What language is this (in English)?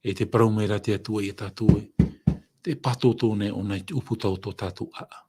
Tahitian